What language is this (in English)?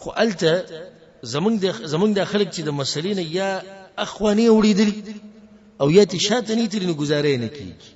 Pashto